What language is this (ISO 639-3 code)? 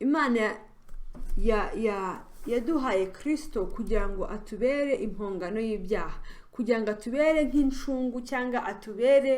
kin